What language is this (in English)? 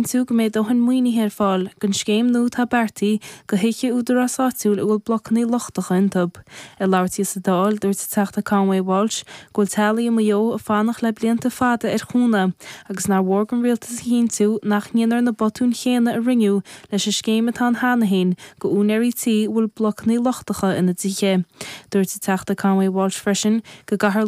Irish